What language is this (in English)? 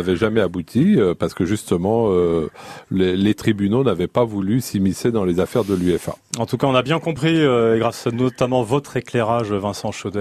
French